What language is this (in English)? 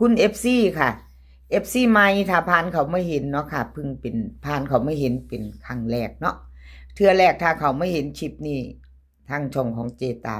Northeastern Thai